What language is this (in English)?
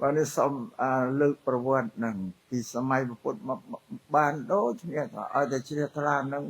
Khmer